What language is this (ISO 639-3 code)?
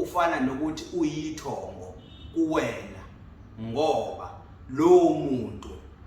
zul